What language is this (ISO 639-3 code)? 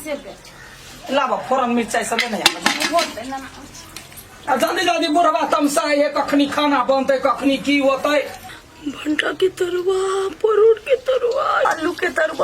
mai